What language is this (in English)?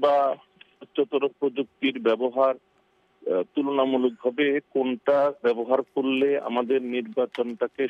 Bangla